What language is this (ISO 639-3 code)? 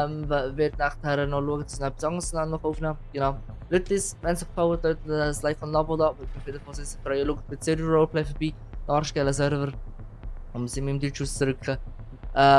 gsw